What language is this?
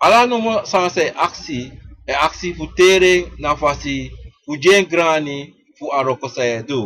Sranan Tongo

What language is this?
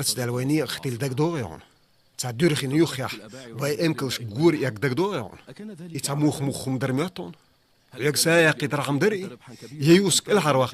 Chechen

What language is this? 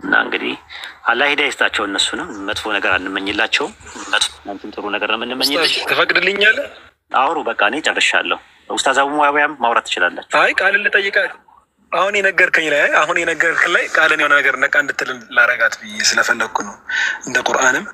Amharic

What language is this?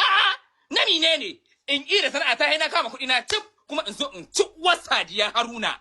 Hausa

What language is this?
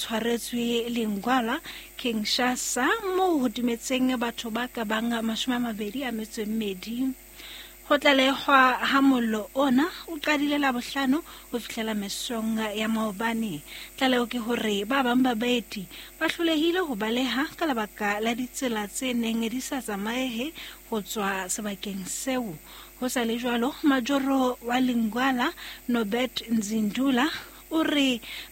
Southern Sotho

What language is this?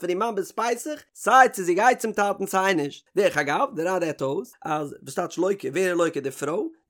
Yiddish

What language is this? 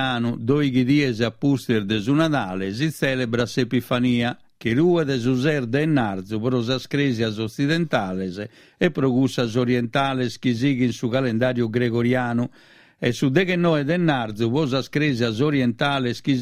Sardinian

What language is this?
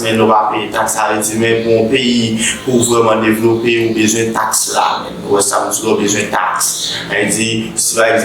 Haitian Creole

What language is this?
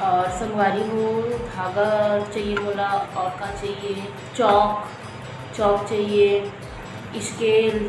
Chhattisgarhi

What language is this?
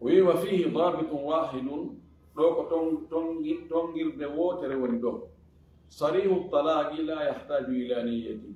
Fula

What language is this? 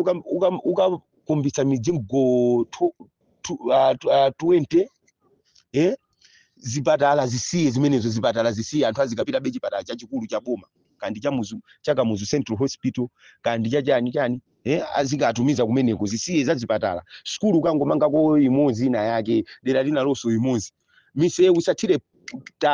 Nyanja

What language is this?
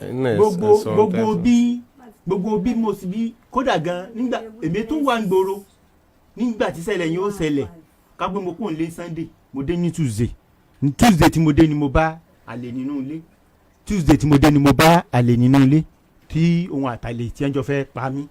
Yoruba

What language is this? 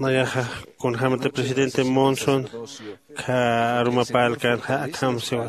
Aymara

